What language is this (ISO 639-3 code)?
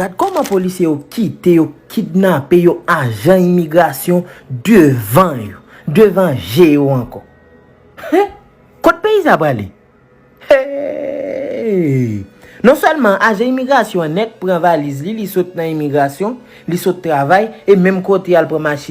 hat